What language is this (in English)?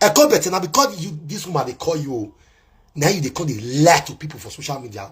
Nigerian Pidgin